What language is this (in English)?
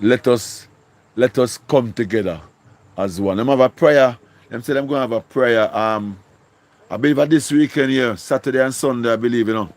Jamaican Creole English